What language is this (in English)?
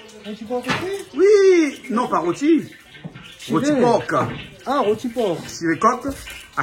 Réunion Creole French